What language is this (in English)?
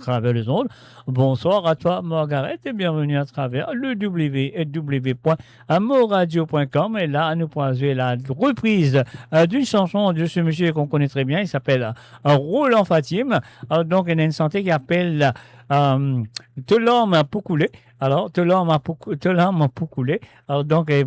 Morisyen